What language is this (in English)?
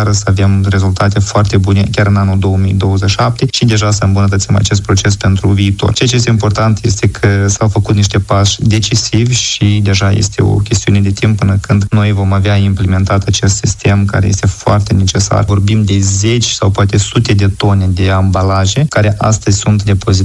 Romanian